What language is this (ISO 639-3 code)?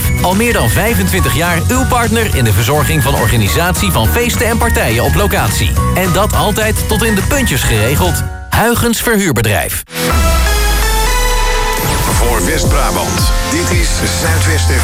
nld